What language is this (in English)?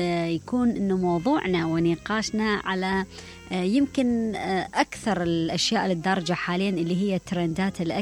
Mesopotamian Arabic